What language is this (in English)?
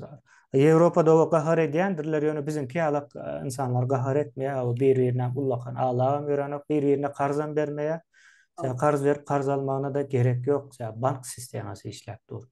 Turkmen